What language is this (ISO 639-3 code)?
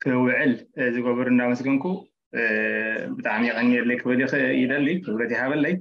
tir